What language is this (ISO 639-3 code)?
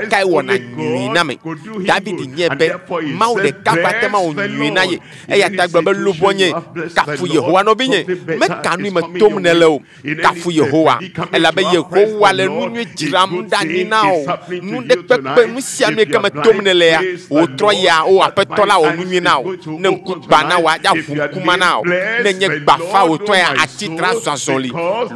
ewe